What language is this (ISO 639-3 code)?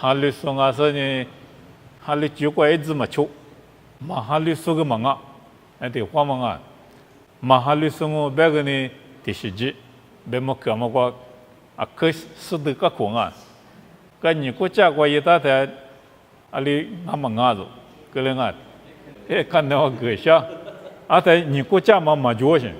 lis